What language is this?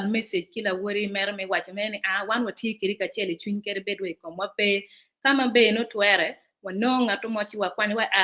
Acoli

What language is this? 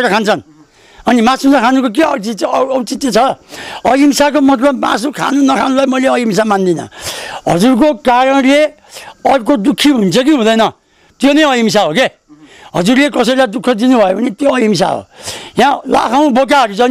Nepali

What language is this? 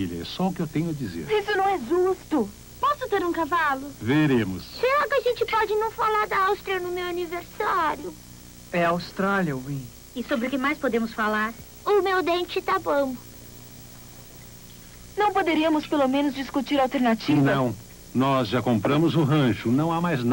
Portuguese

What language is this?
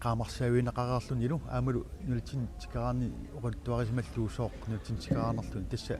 Kalaallisut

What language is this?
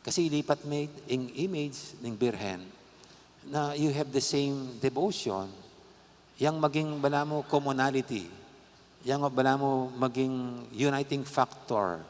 Pampanga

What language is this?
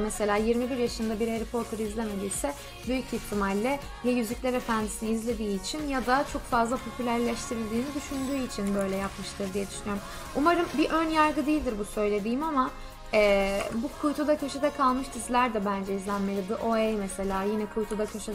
Turkish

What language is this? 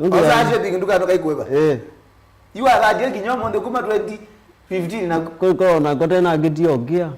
Kamba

